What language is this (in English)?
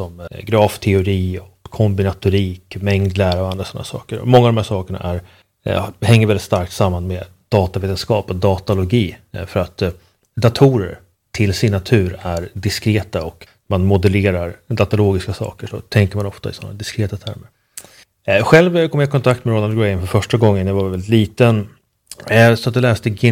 Swedish